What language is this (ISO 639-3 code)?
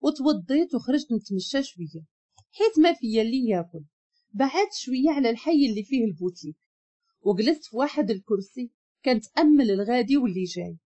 ary